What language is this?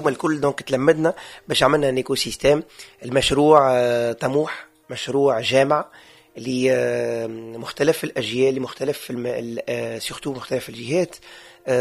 Tunisian Arabic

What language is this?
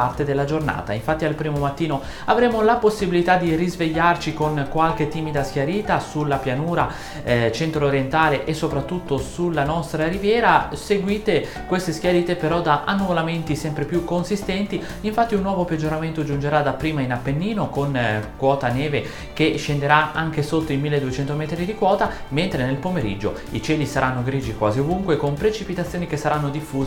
Italian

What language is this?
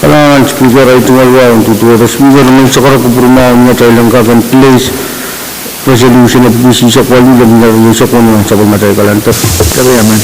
Pohnpeian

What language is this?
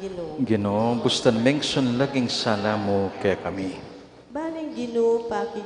Pampanga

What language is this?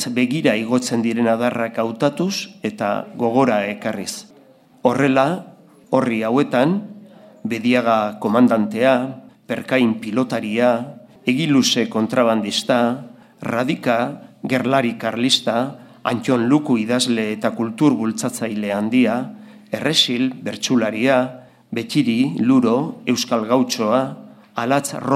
Basque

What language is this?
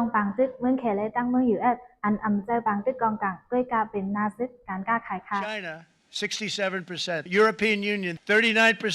Shan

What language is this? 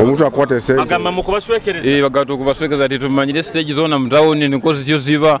Nyoro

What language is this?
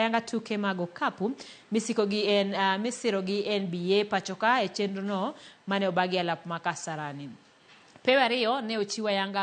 Luo (Kenya and Tanzania)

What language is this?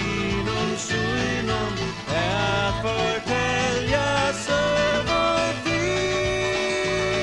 Faroese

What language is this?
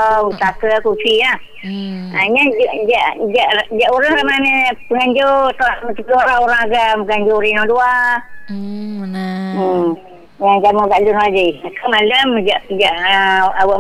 Malay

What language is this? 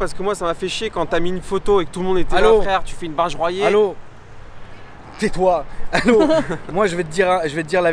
French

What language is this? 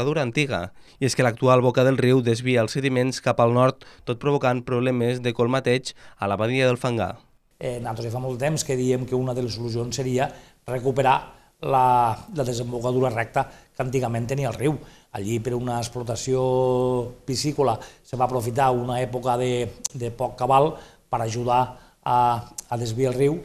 Catalan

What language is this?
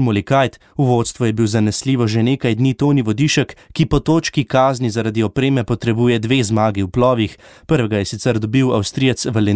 Slovenian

